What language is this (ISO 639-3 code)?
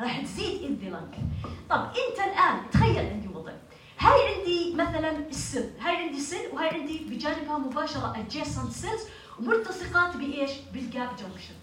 apc